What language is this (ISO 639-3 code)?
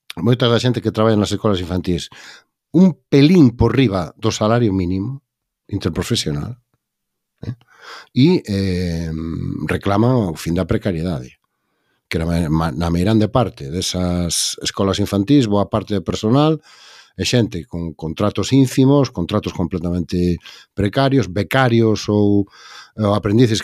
glg